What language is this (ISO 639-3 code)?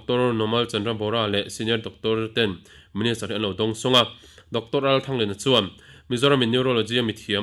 lus